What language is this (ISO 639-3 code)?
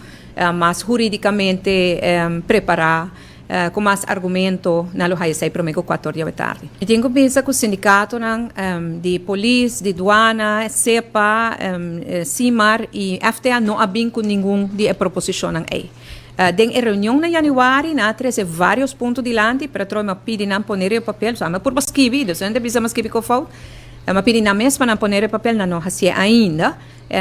pap